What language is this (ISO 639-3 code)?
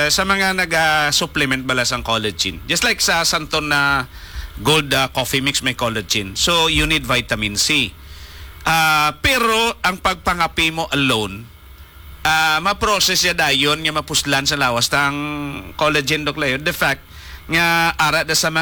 hil